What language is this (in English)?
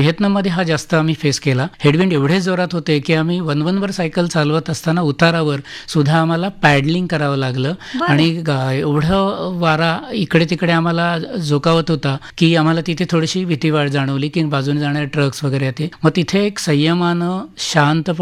Marathi